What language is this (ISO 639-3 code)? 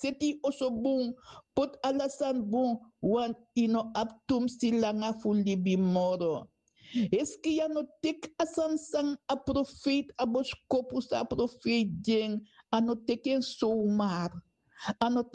srn